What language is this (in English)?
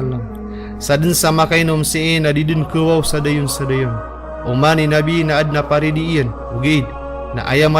Maranao